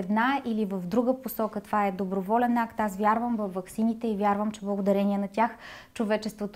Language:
Bulgarian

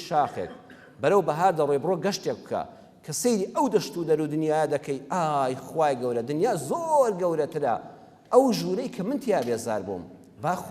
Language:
Central Kurdish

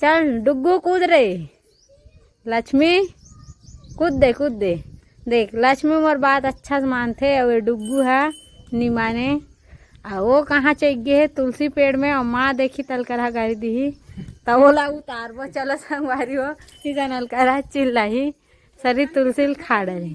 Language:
Chhattisgarhi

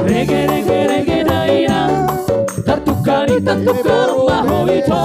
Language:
Batak Toba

